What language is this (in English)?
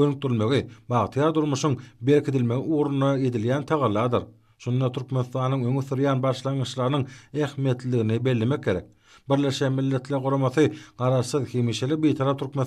Turkmen